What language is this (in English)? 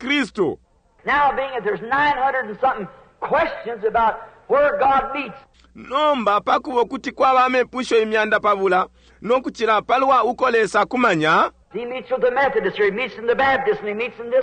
Bemba